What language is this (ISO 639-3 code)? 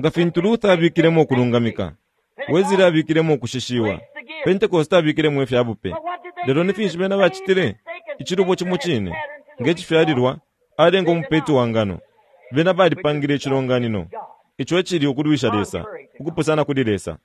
bem